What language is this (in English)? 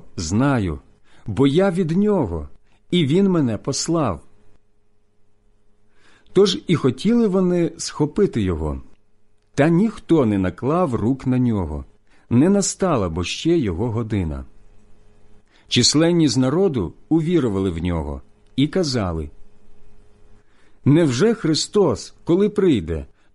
Ukrainian